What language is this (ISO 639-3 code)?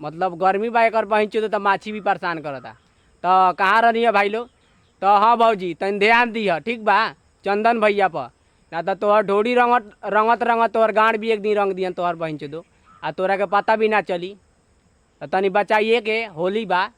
bho